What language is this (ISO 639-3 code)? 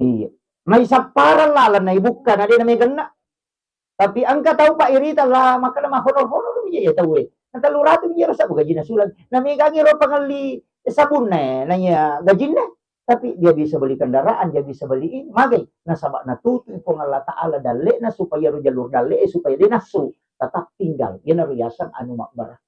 bug